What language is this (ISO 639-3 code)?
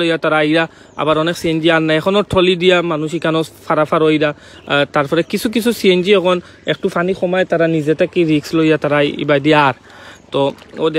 syl